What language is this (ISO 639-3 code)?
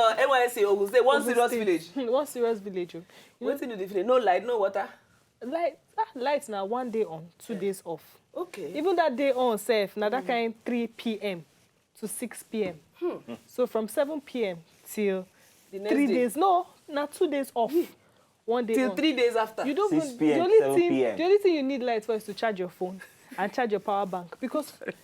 pcm